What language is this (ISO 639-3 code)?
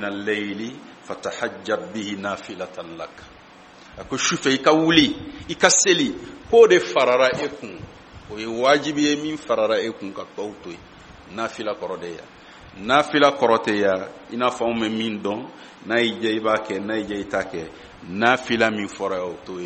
bam